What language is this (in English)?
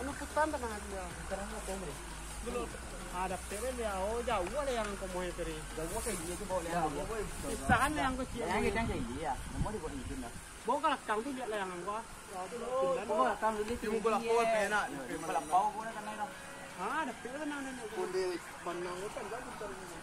Minangkabau